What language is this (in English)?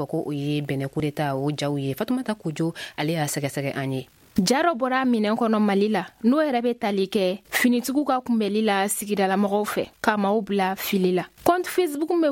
Bambara